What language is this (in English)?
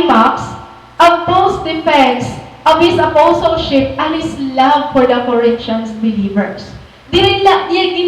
Waray